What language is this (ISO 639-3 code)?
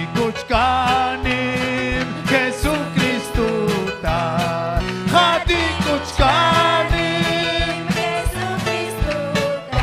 quy